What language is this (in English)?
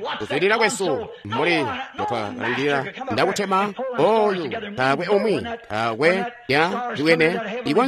Tonga (Zambia)